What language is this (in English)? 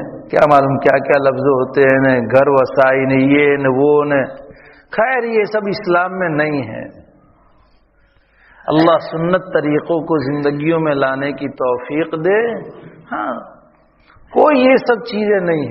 Urdu